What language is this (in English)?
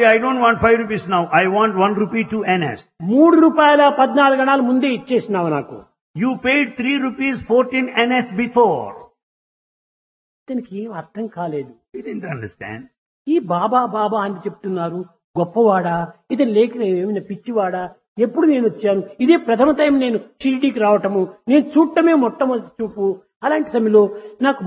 Telugu